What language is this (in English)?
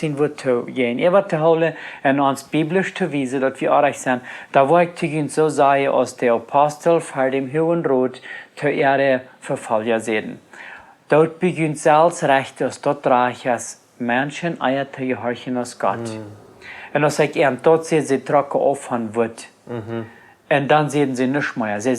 Plautdietsch